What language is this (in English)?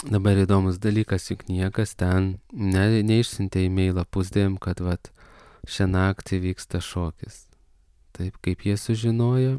Lithuanian